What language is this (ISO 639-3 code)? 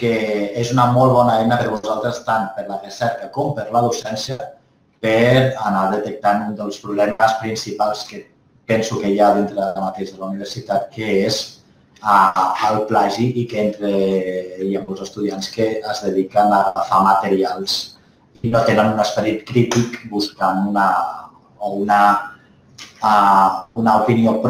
cat